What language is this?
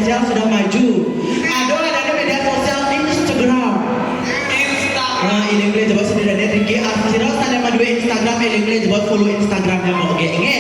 Balinese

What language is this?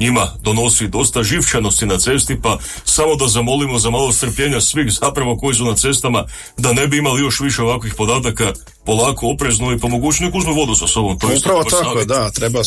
Croatian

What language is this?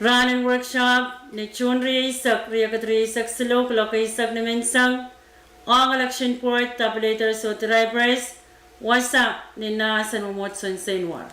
Pohnpeian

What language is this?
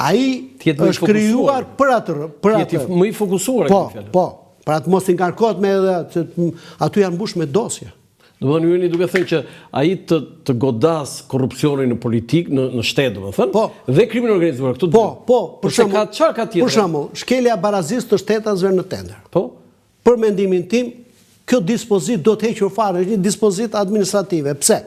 Albanian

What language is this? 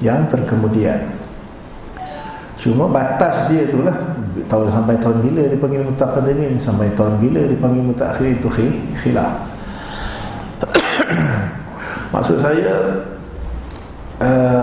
Malay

